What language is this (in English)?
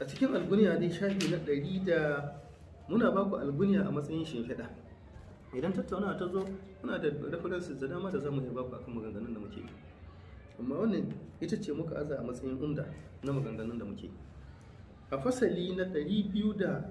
Hausa